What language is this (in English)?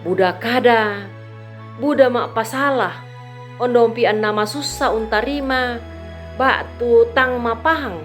Toraja-Sa'dan